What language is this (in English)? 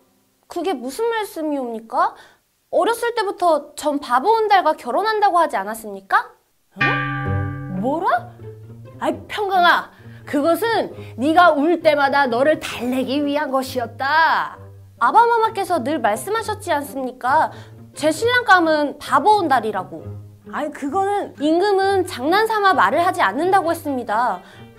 Korean